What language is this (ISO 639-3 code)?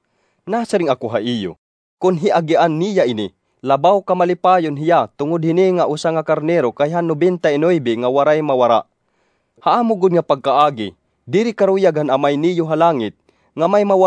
war